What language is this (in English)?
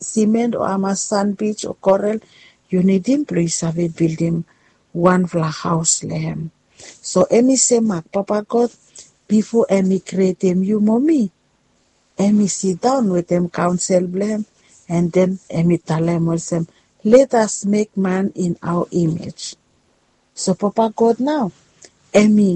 Bislama